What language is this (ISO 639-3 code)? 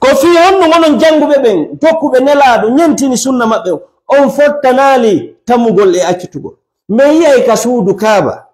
ful